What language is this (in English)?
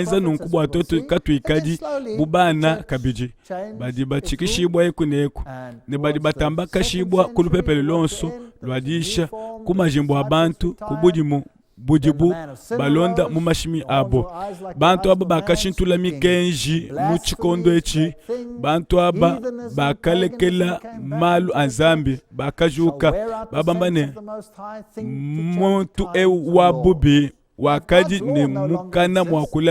Luba-Lulua